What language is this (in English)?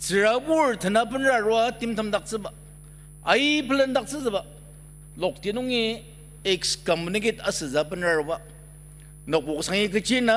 Ao Naga